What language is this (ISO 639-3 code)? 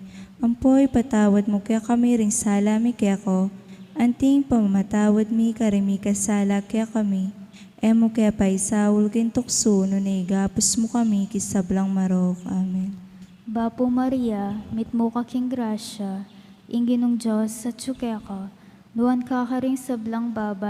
pam